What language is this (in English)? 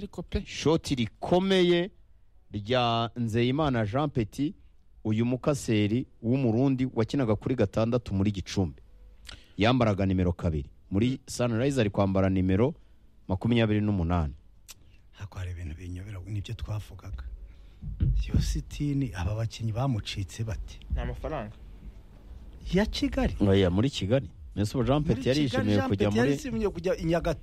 Kinyarwanda